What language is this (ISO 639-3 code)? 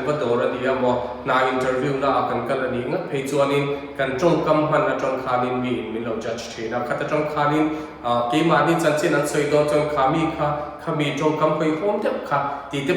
lus